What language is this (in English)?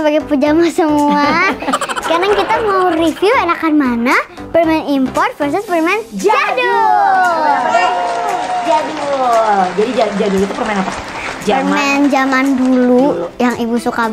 Indonesian